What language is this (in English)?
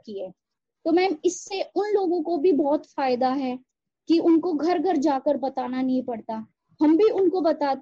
Hindi